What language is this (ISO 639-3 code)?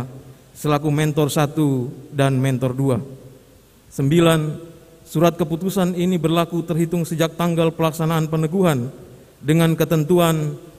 ind